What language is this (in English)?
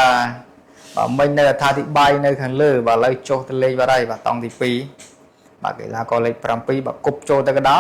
Khmer